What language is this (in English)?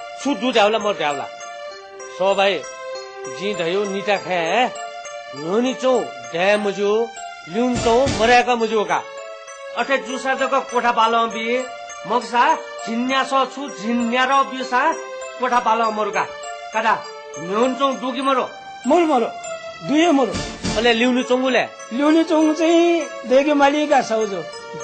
Newari